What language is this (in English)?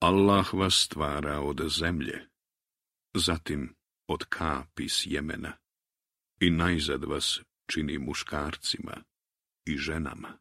Croatian